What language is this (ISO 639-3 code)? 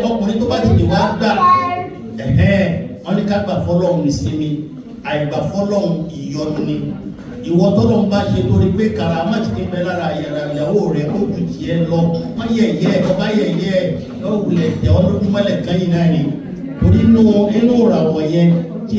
yor